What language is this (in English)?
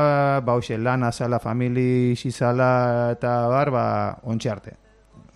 Basque